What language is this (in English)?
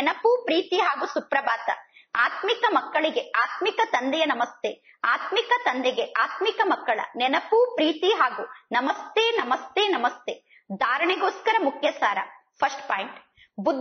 Kannada